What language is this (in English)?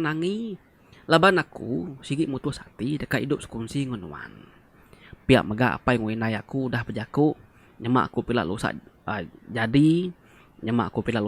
Iban